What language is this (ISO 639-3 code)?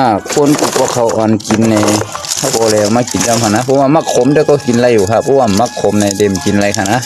shn